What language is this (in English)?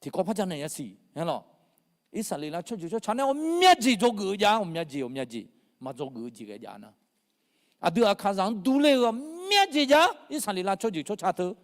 Akha